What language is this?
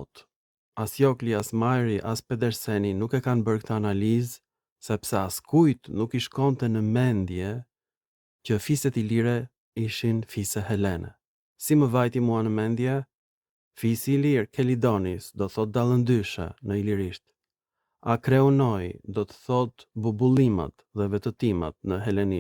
Albanian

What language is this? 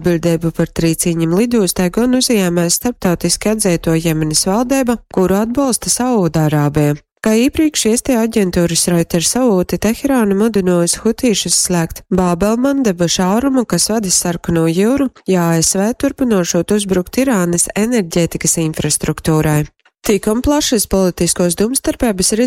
Latgalian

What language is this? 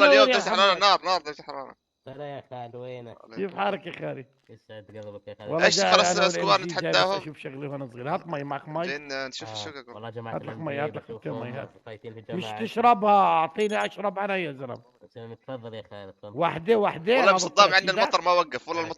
North Levantine Arabic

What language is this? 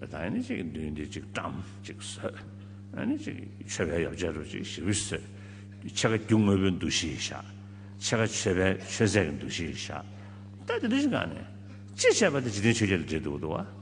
Tibetan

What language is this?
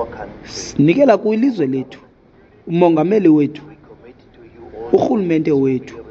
Xhosa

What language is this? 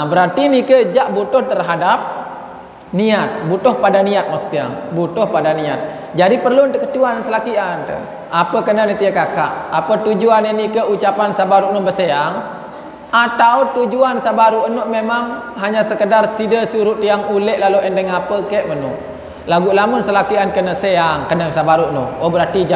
Sasak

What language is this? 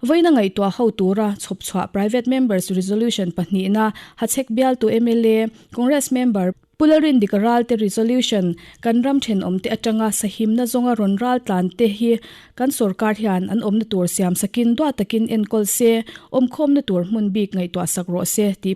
Mizo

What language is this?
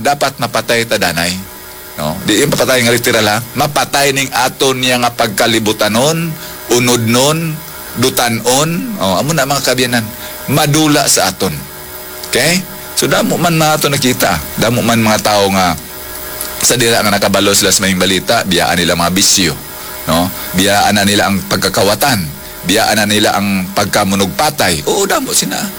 Hiligaynon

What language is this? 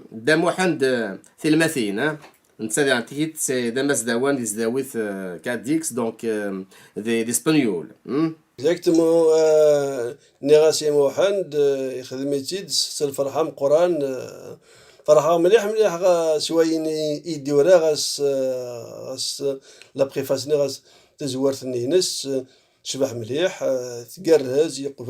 Kabyle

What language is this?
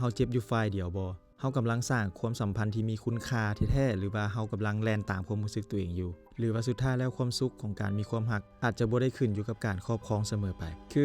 Lao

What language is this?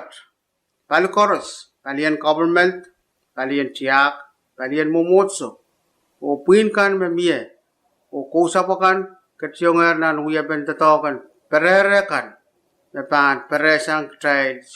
Pohnpeian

